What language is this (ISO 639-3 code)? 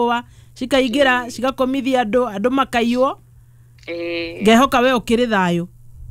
kik